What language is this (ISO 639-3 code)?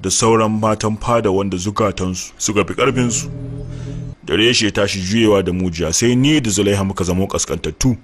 hau